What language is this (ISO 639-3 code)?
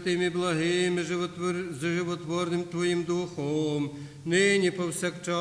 rue